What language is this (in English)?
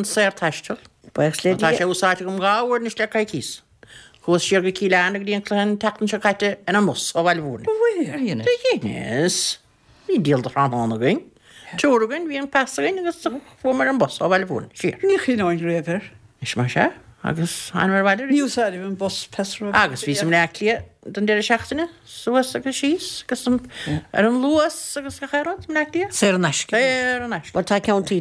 Irish